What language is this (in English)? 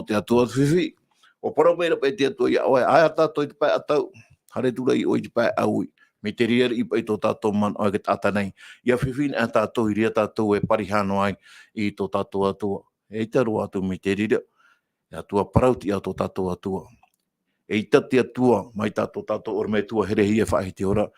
Tahitian